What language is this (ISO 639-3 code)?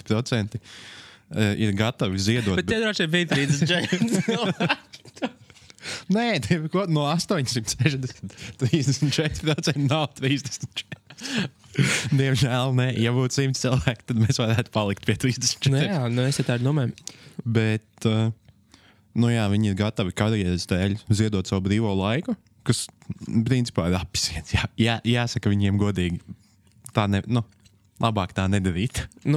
lav